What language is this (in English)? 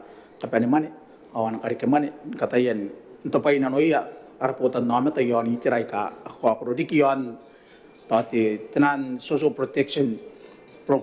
Gilbertese